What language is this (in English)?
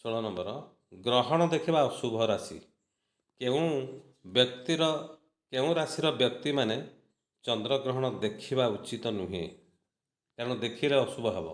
Odia